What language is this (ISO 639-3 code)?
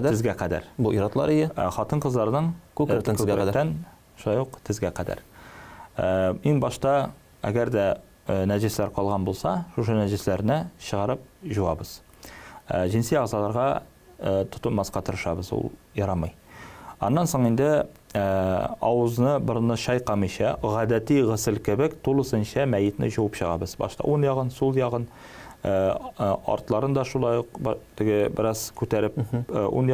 tat